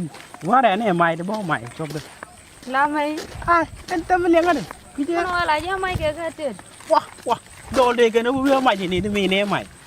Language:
Nuer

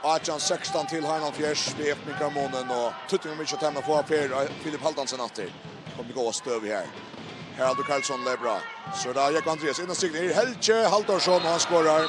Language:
Faroese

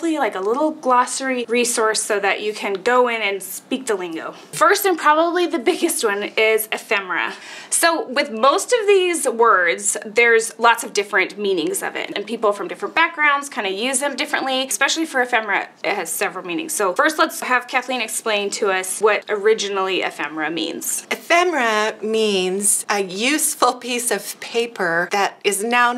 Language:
English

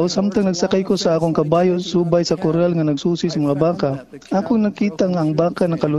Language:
Cebuano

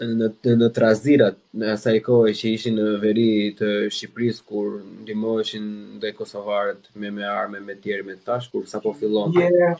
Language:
Albanian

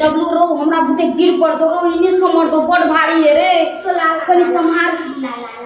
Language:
Maithili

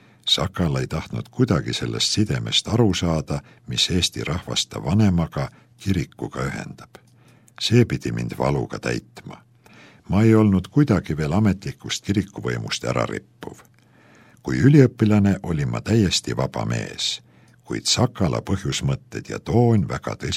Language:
Estonian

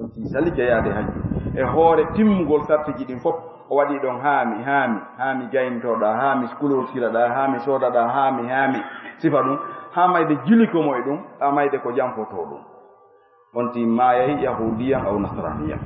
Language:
Fula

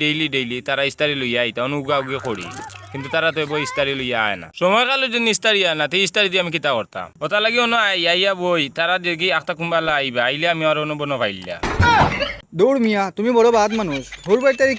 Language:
Sylheti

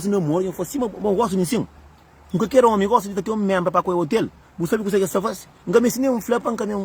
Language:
Kabuverdianu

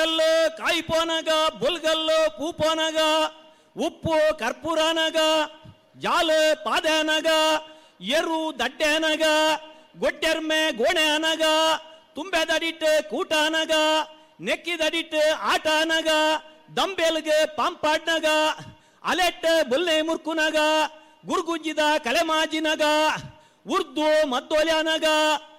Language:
Tulu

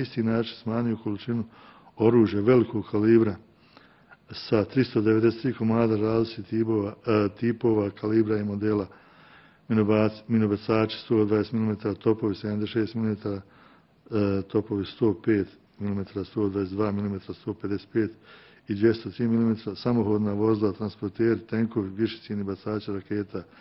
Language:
Bosnian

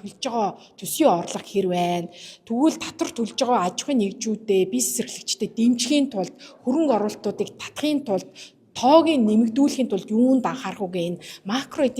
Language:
Mongolian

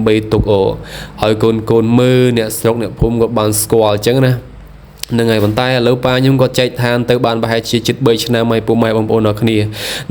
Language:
Khmer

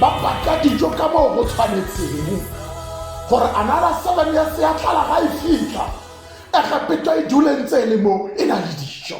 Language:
Tswana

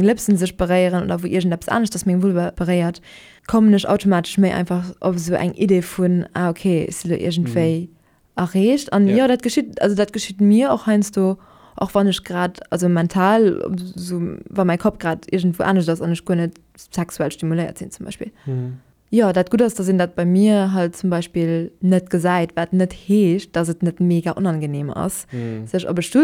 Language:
Luxembourgish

